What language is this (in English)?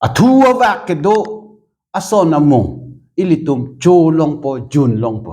Karbi